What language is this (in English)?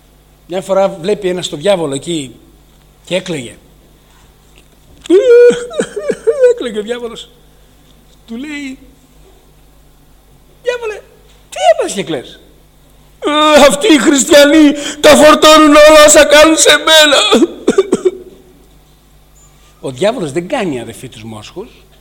Greek